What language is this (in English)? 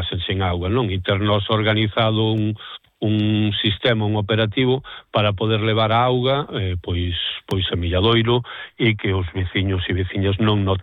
Galician